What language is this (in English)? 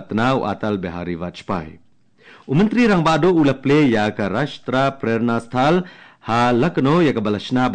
Khasi